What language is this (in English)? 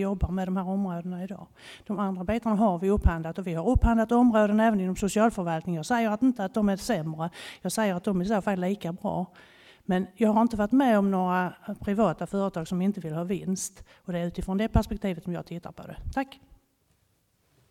Swedish